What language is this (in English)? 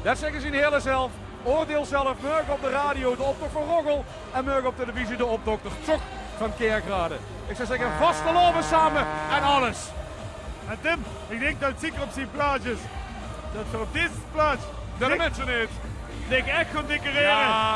Limburgish